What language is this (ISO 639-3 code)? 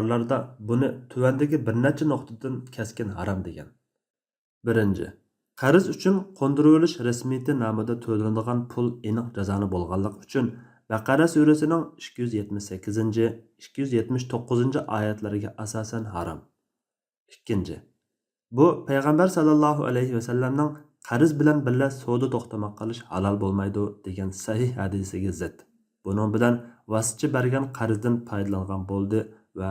uig